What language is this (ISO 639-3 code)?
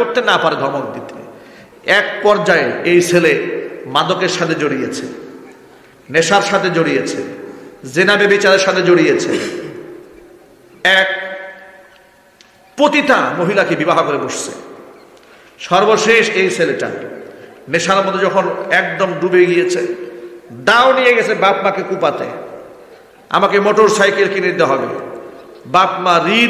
ben